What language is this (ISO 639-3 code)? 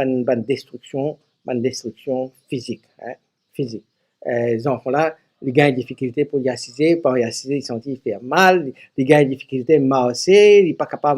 mfe